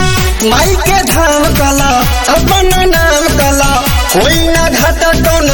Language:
Bhojpuri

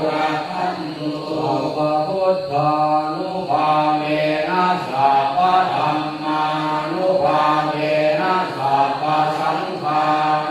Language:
Pali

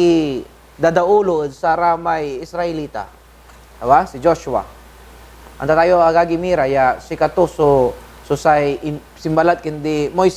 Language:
Pangasinan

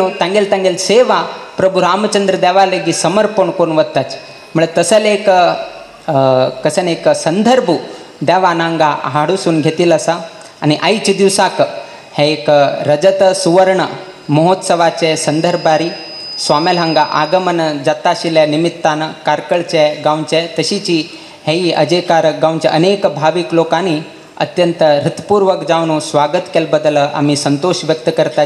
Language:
Konkani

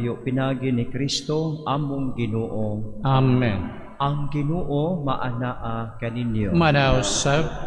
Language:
Cebuano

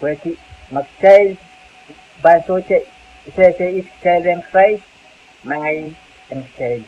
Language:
Pohnpeian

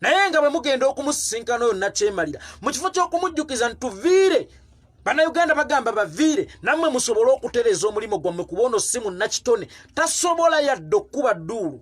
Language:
Ganda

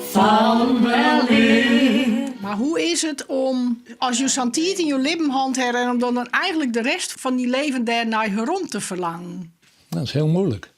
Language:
Western Frisian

